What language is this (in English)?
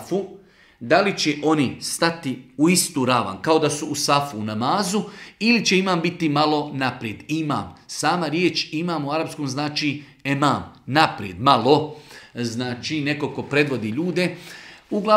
Bosnian